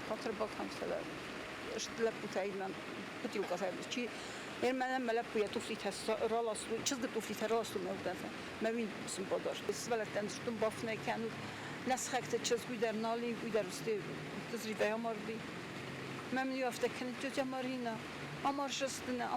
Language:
Ossetic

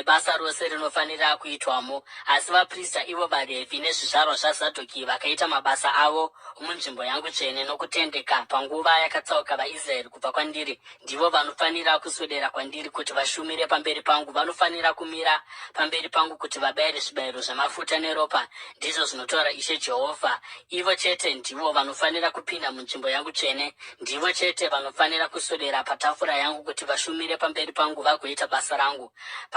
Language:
Shona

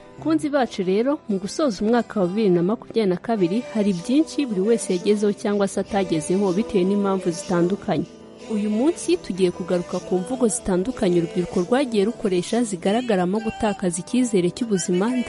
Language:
Kinyarwanda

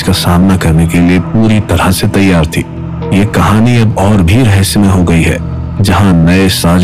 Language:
Hindi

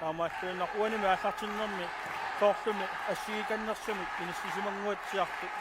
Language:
Kalaallisut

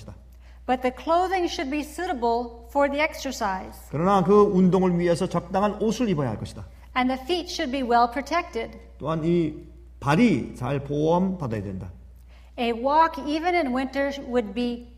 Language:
Korean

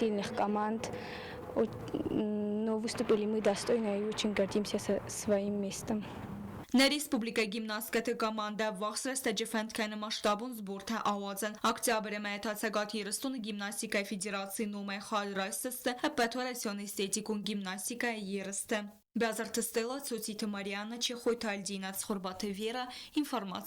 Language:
Ossetic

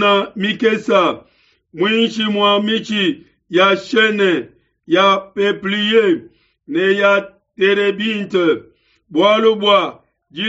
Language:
Luba-Lulua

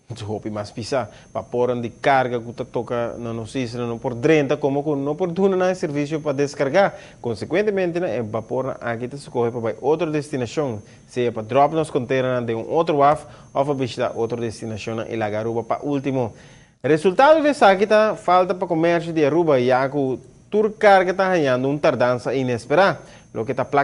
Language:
Papiamento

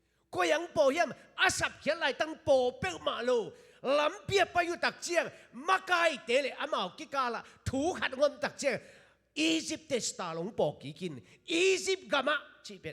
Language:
Tedim Chin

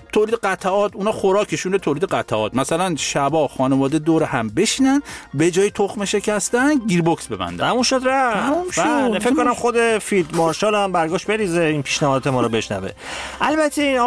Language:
Persian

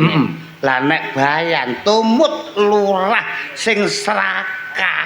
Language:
Javanese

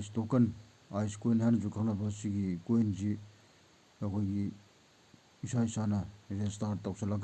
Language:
Manipuri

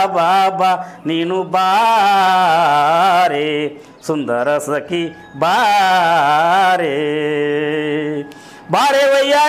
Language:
Kannada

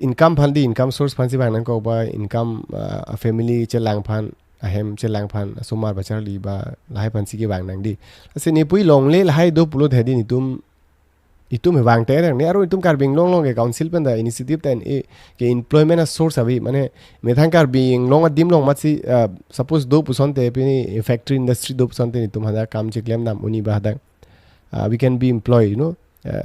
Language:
Karbi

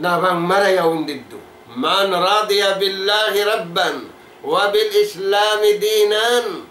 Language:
Tausug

